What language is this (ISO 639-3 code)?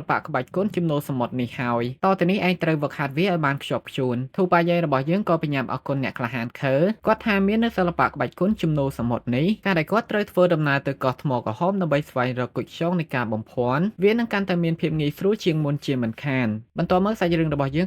khm